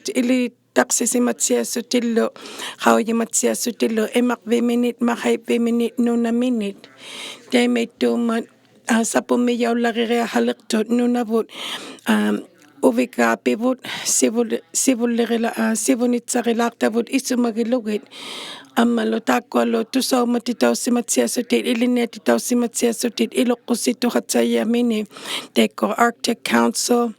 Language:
Inuktitut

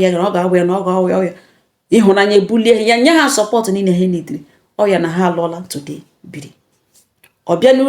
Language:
Igbo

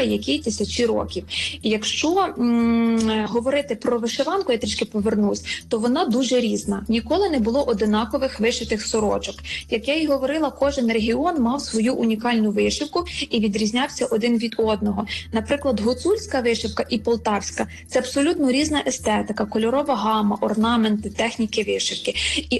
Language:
Ukrainian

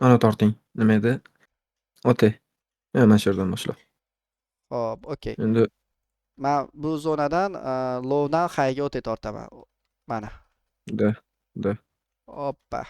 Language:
Uzbek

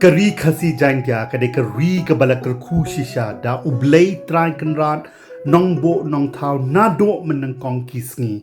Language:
Khasi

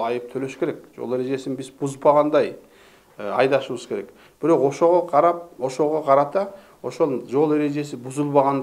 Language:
Kyrgyz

